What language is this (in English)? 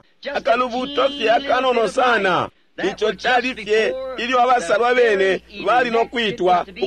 Bemba